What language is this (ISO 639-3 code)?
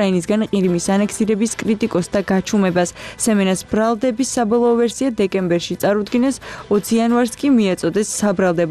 kat